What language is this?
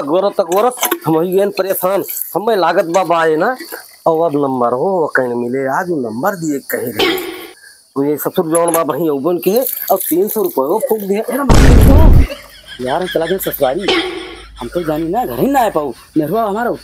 Awadhi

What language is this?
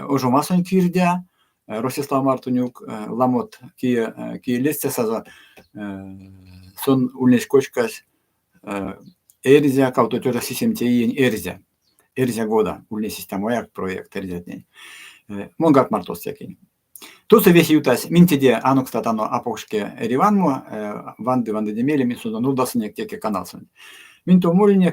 Erzya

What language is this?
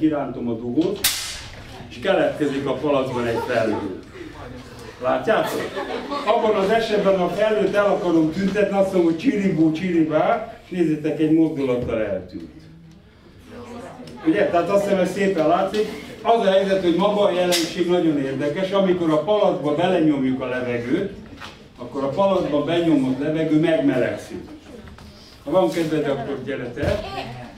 Hungarian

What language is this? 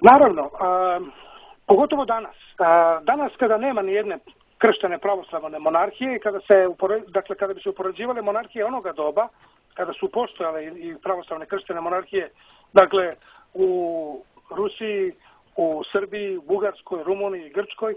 Serbian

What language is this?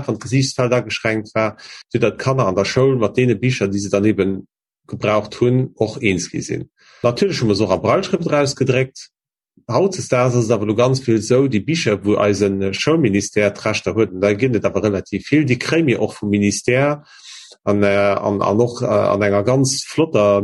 Luxembourgish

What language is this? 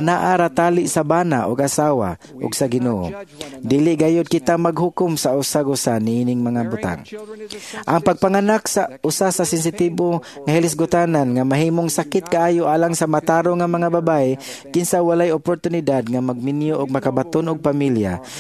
Cebuano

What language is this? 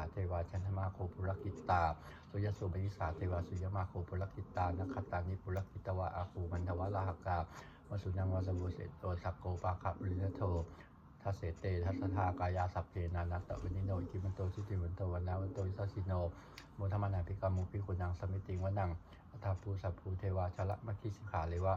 Pali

